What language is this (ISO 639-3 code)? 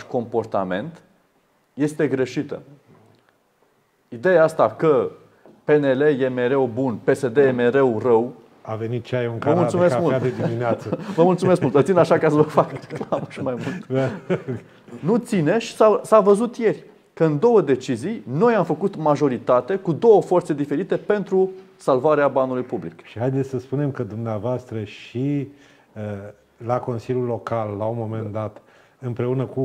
ron